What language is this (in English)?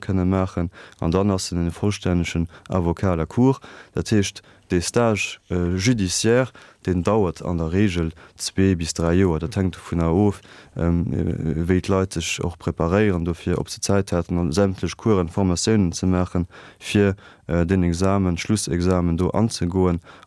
Luxembourgish